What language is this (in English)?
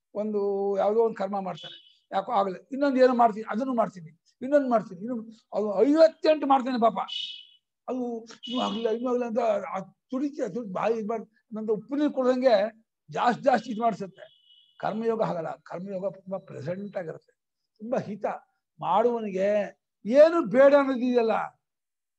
Kannada